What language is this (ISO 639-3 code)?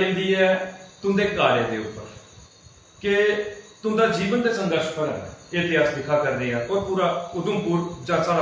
doi